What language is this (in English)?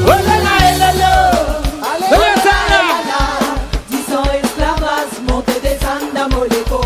Réunion Creole French